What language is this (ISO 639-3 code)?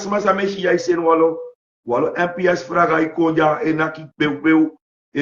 srn